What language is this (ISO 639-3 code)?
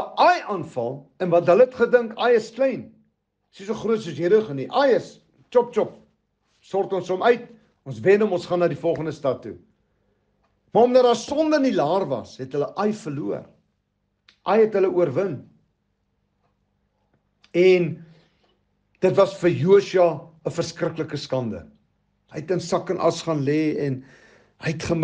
afr